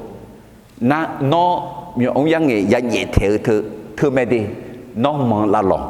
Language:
Akha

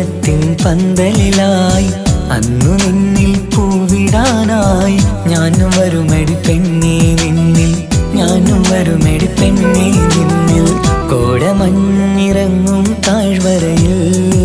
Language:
Malayalam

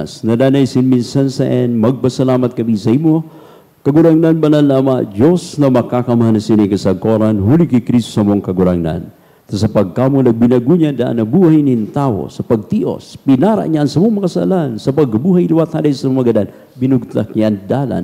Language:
Bikol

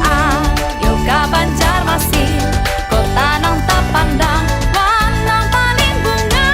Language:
Banjar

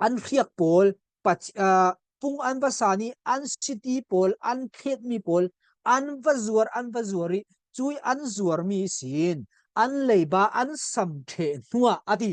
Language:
Falam Chin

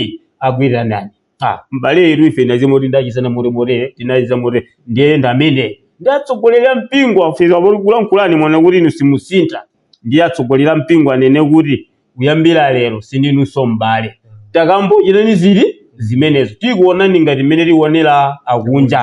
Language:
Nyanja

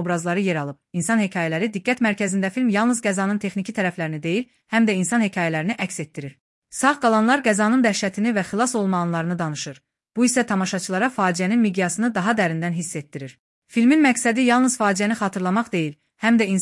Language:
Azerbaijani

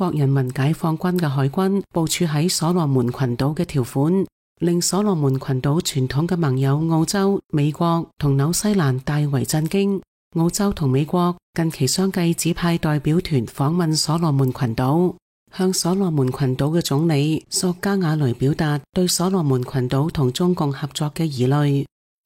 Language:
Cantonese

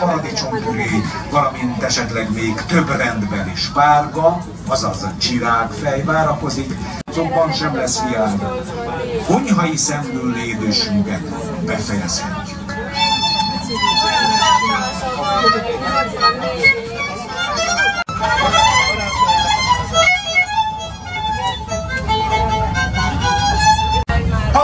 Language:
Hungarian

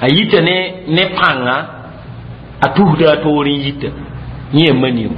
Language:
Mossi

